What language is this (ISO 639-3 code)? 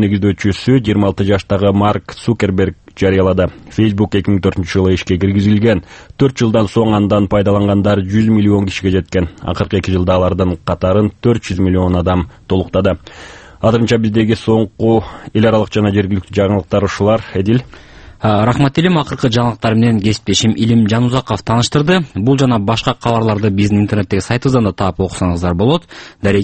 kir